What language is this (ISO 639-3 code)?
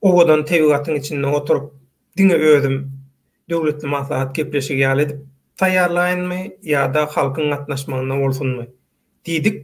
tuk